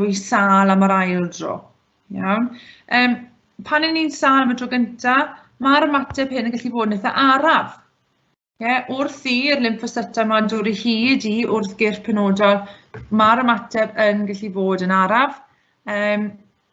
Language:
Welsh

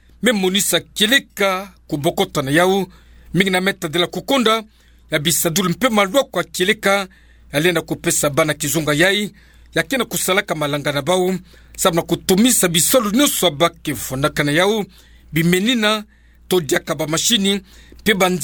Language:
Kituba (Democratic Republic of Congo)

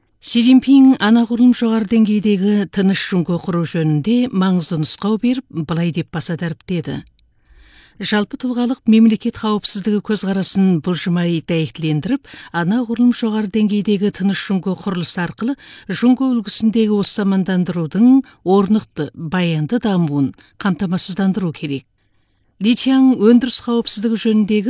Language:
Kazakh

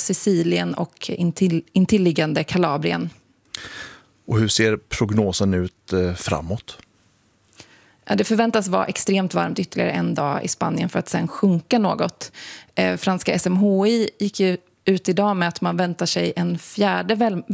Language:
Swedish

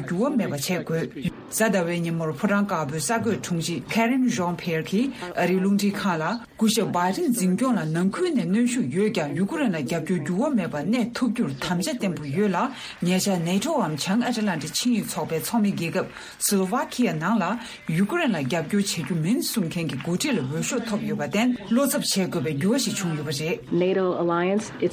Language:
Tibetan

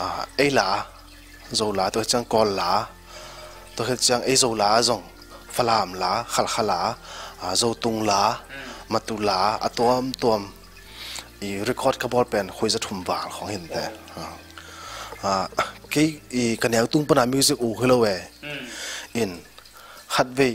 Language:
Tedim Chin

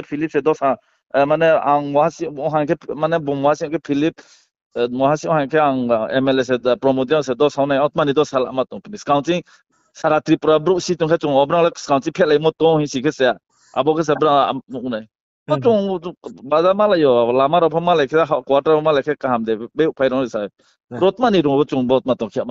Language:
Riang (India)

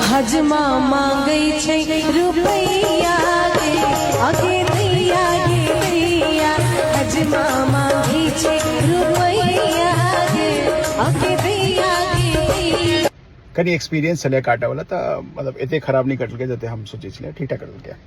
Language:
Maithili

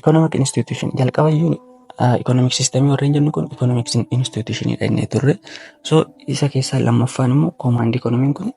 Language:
Oromo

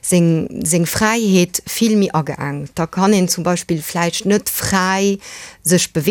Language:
Luxembourgish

